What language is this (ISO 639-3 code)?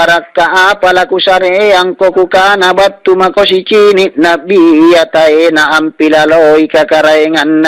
mak